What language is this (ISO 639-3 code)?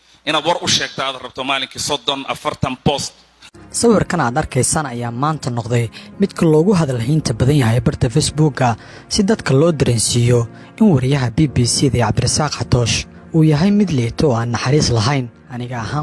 som